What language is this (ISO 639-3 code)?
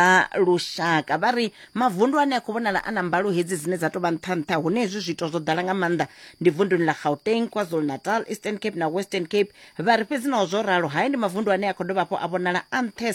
ven